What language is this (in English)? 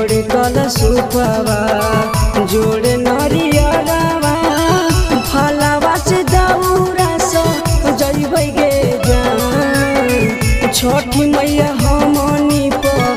Bhojpuri